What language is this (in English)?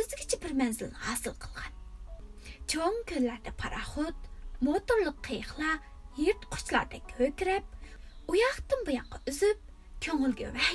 Uyghur